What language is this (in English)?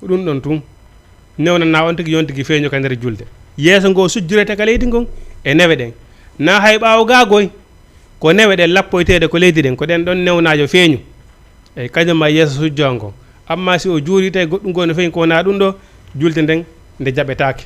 Fula